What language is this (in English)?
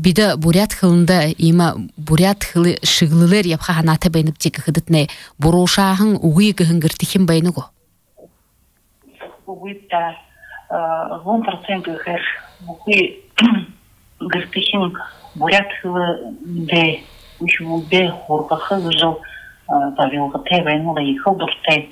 Buriat